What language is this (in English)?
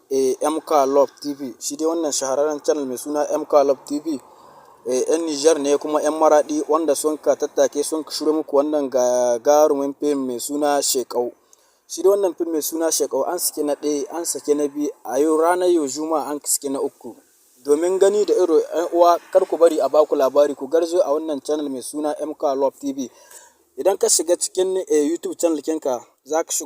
Hausa